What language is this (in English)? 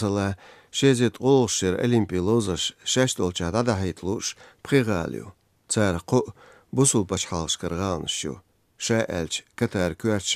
Chechen